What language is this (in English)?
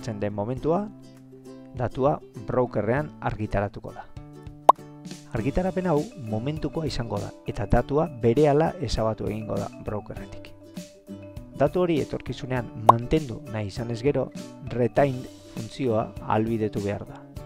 Basque